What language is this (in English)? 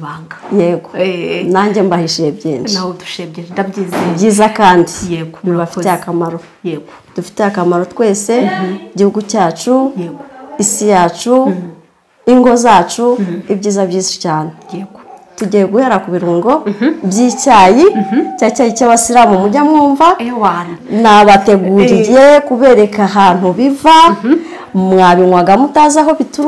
Kinyarwanda